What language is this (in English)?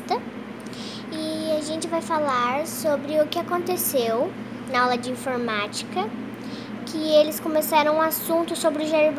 Portuguese